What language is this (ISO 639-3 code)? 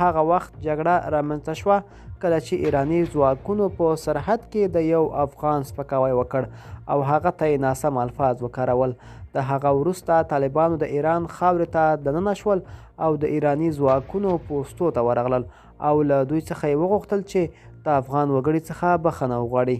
pus